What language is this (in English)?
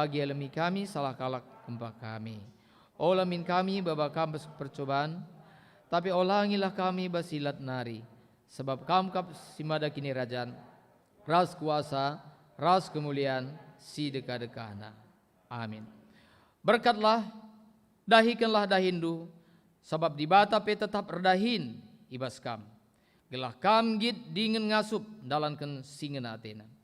Batak Karo